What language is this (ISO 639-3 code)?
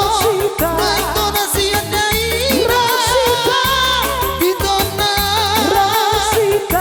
bbc